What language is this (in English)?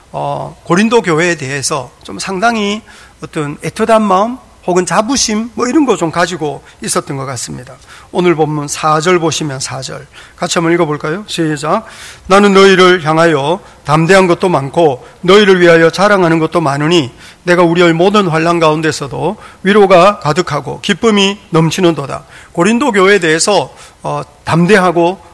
Korean